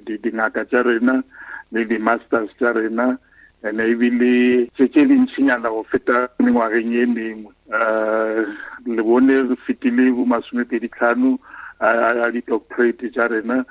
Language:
Northern Sotho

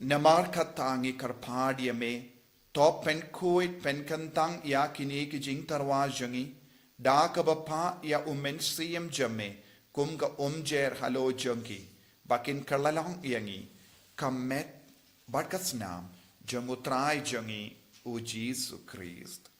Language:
Khasi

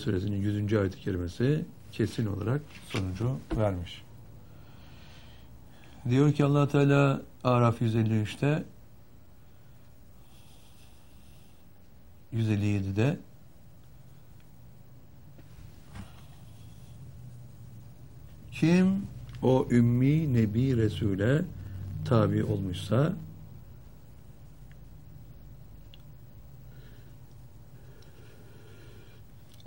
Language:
Turkish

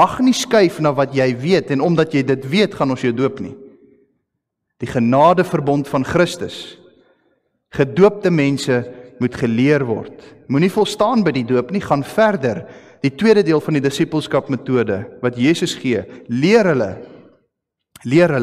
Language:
Afrikaans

